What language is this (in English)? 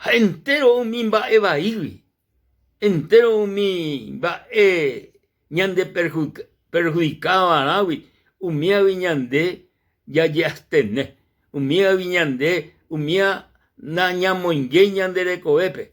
Guarani